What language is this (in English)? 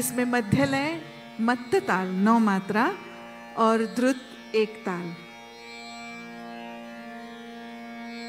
Gujarati